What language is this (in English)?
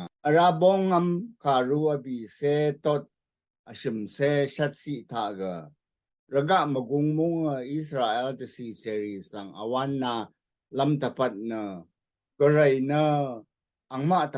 Rawang